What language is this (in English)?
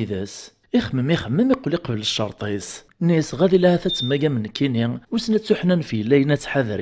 Kabyle